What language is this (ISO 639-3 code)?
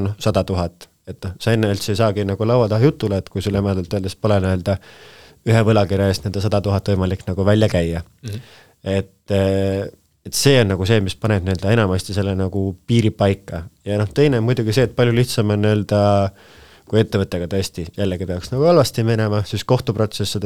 est